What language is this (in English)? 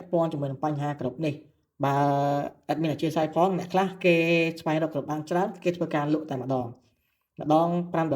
Khmer